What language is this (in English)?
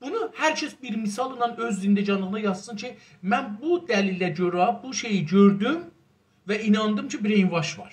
South Azerbaijani